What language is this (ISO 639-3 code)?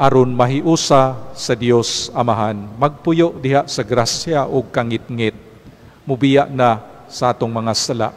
ceb